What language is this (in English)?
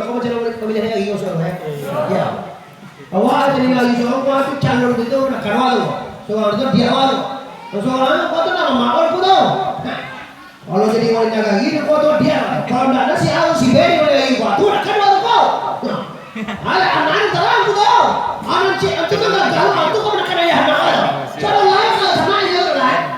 Minangkabau